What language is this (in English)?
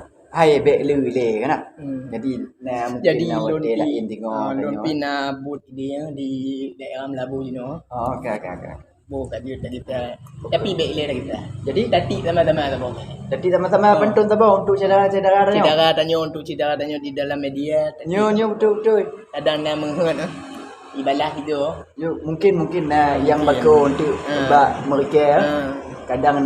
Achinese